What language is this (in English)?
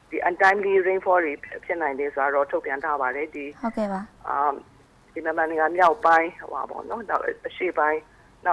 Burmese